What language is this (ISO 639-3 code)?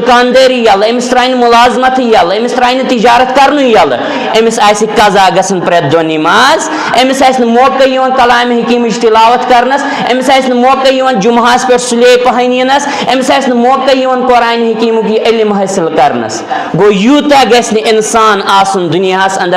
kas